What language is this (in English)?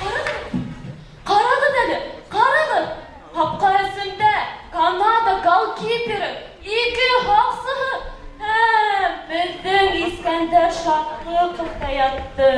Bashkir